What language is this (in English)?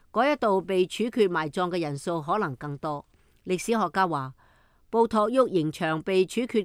Cantonese